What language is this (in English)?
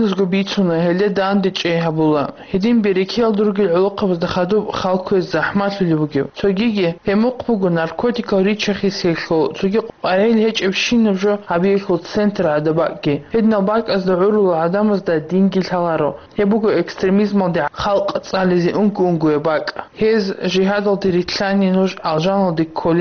Avaric